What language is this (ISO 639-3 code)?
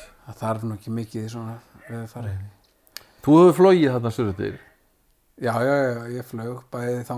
isl